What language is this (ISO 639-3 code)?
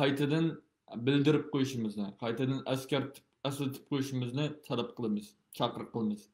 uig